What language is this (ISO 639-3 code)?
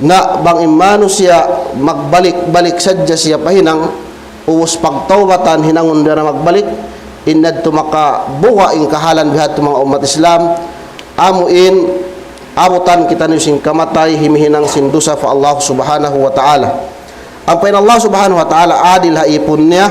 tsg